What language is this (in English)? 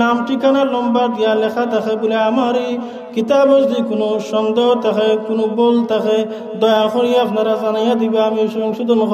Sylheti